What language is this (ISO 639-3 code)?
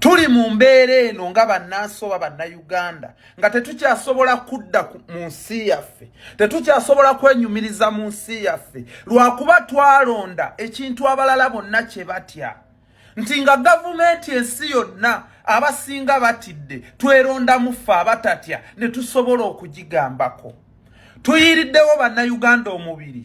lug